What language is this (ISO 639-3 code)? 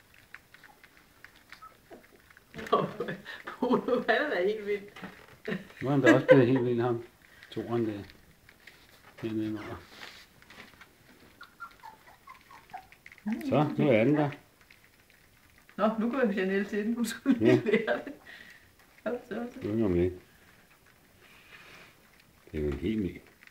dan